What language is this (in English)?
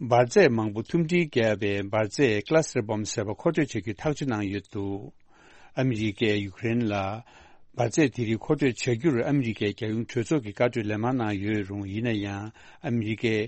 Tibetan